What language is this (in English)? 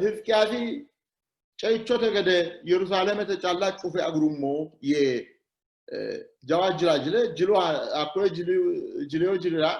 Sidamo